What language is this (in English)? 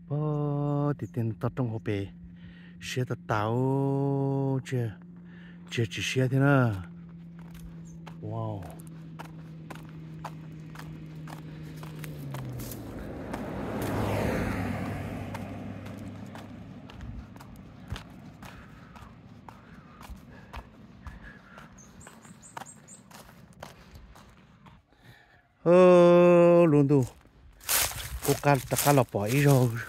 Vietnamese